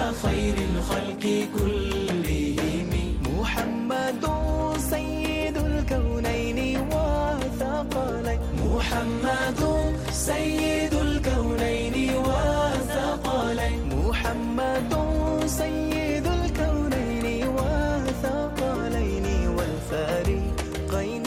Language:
Bangla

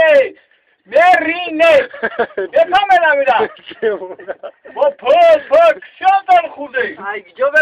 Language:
Tajik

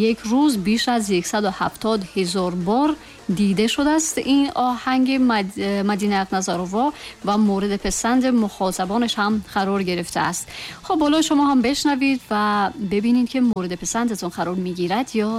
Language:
Tajik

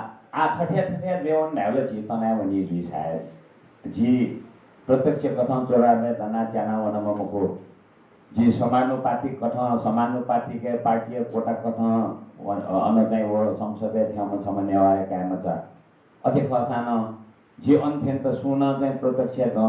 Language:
Newari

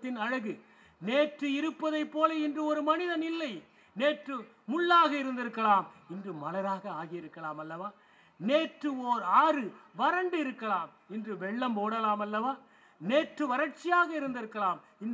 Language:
Tamil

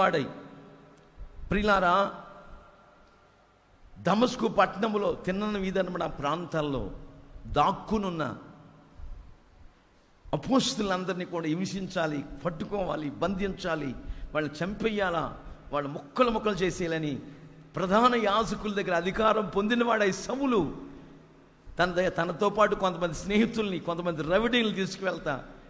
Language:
Telugu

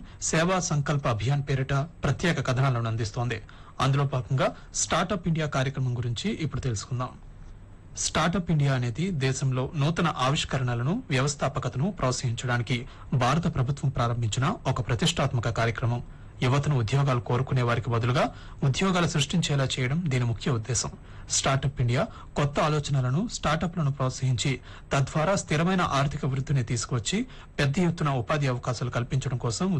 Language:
Telugu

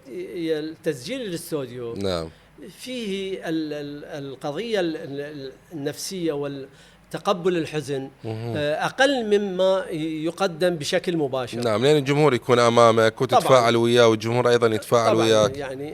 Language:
Mesopotamian Arabic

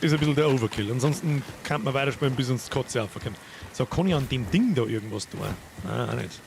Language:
Bavarian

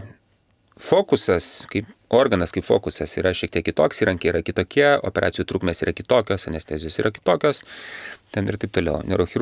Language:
Lithuanian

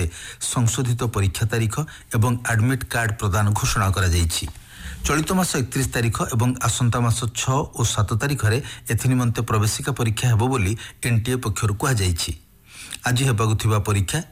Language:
Odia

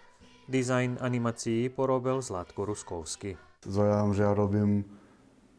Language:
Rusyn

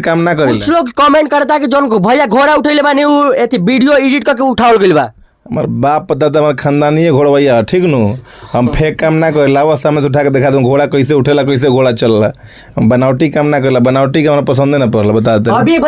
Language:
Bhojpuri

